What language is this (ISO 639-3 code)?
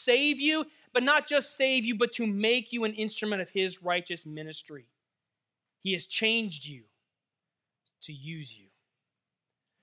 eng